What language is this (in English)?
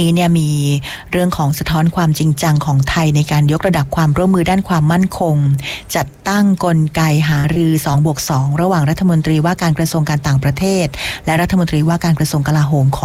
Thai